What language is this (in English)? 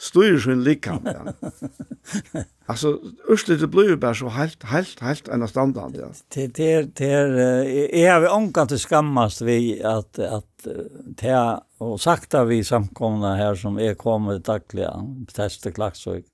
Faroese